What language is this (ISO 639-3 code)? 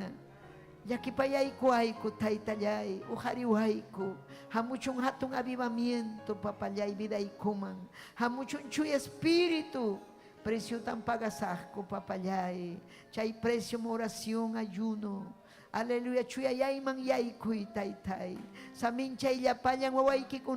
quy